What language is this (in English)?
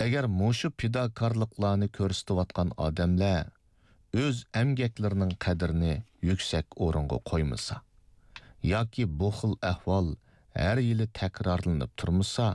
Uyghur